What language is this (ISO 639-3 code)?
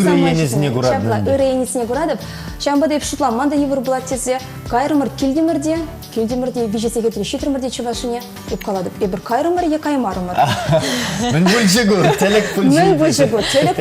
chv